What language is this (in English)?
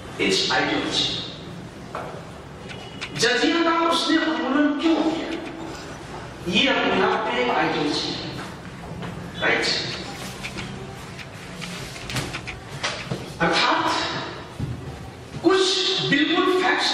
Hindi